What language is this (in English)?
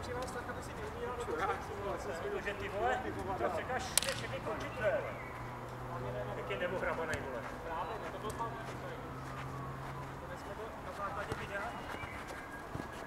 Czech